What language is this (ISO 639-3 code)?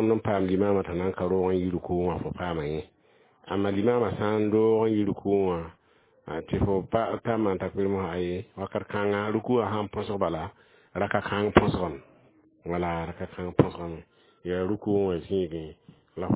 mos